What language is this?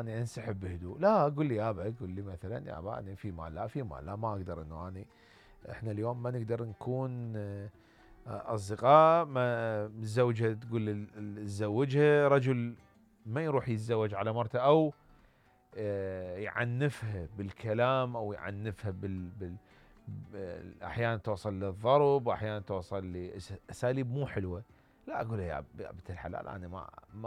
Mesopotamian Arabic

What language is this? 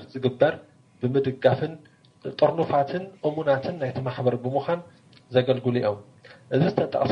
Tigrinya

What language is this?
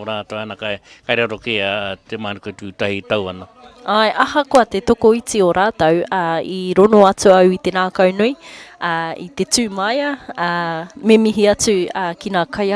Māori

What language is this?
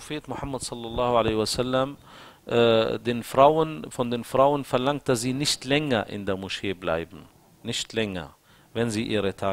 German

